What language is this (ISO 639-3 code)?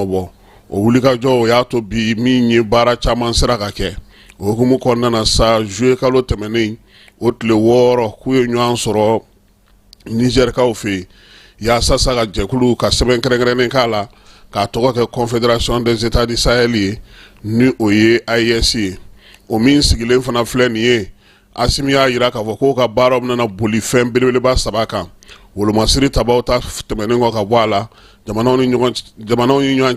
bam